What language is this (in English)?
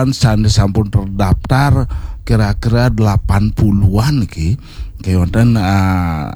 Balinese